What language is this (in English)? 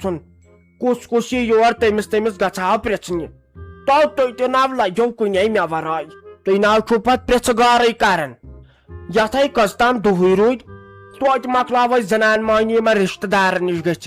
Kashmiri